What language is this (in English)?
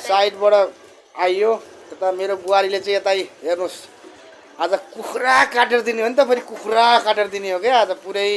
Nepali